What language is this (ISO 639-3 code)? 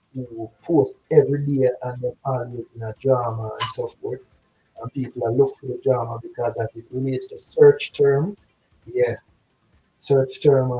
jam